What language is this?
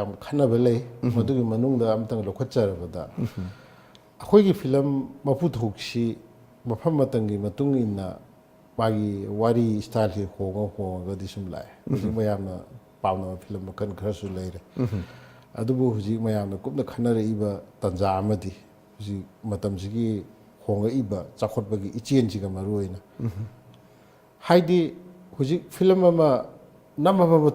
Manipuri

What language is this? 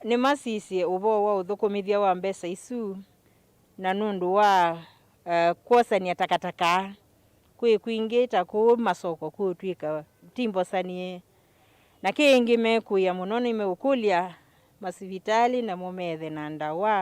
Kamba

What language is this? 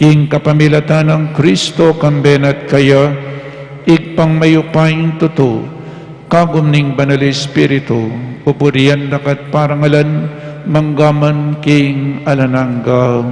Pampanga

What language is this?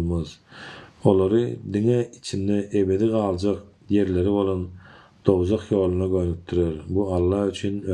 Turkmen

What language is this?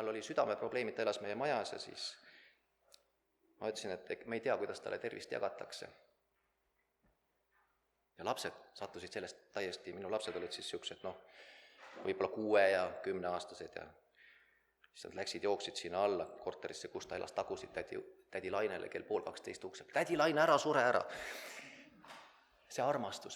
Estonian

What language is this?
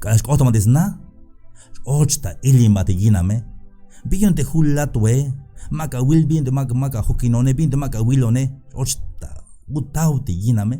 Tzeltal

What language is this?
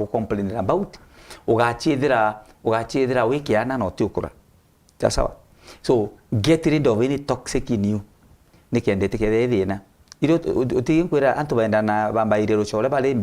Meru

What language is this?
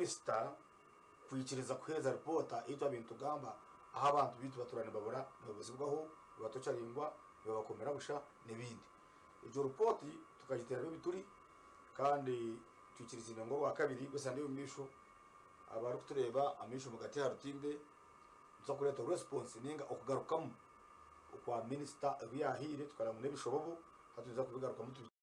Nyankole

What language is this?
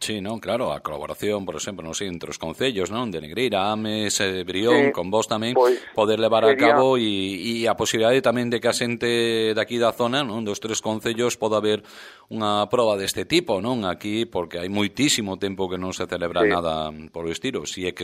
Galician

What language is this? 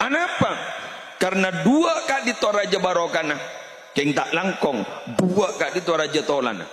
Madurese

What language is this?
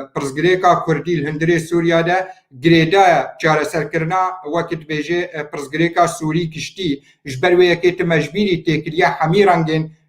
Kurdish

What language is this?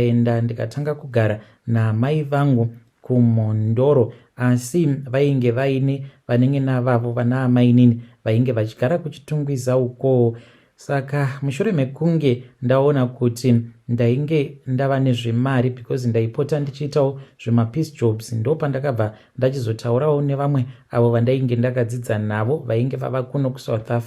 Shona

